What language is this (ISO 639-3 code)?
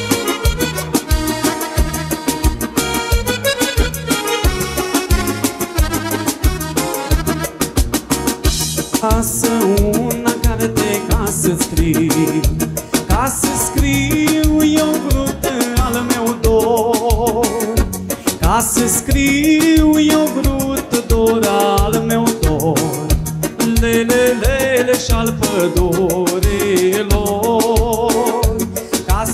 ron